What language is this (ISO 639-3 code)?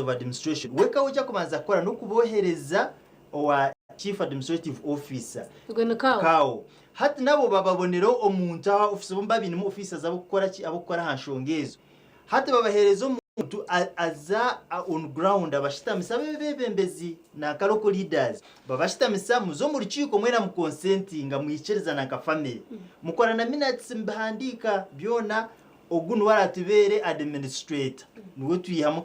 nyn